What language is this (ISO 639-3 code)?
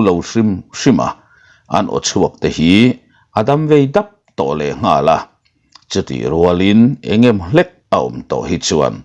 lus